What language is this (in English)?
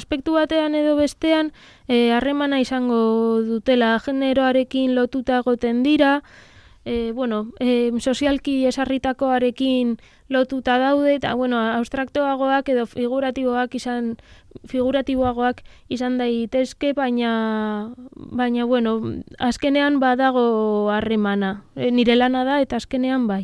Basque